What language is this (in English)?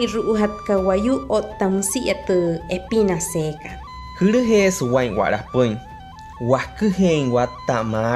Wayuu